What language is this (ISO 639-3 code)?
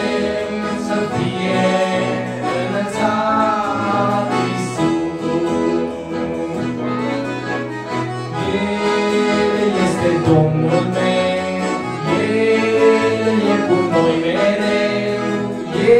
ron